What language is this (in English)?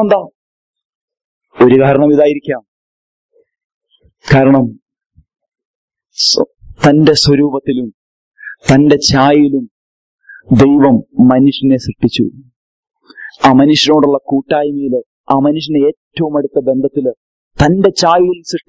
Malayalam